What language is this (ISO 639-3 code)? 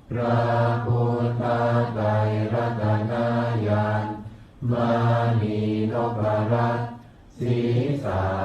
pli